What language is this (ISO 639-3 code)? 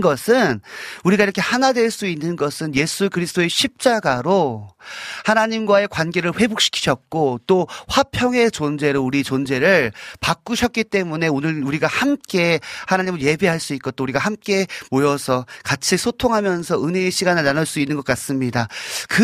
kor